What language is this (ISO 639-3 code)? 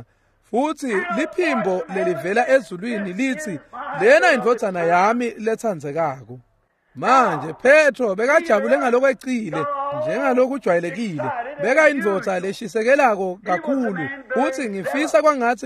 ssw